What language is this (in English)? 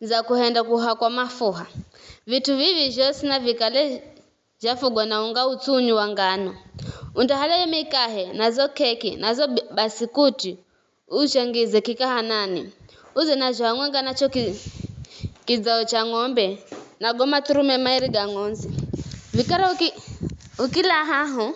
Giryama